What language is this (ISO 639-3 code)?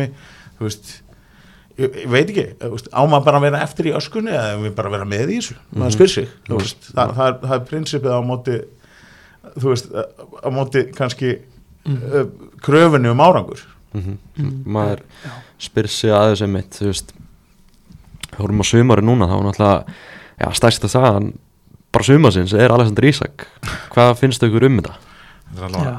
isl